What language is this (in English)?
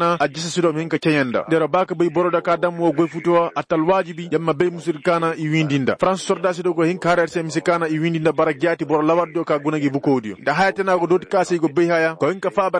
Koyraboro Senni